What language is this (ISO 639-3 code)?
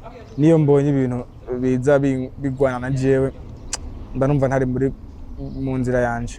run